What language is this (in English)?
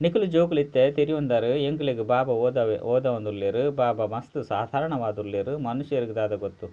Tulu